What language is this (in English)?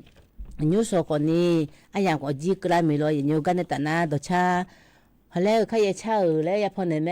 Akha